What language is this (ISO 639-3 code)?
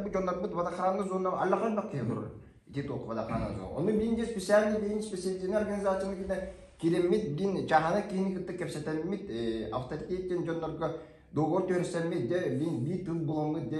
sah